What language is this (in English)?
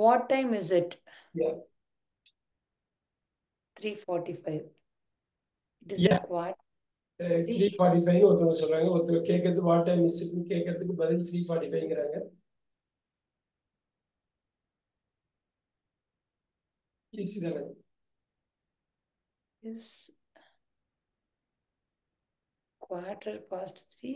Tamil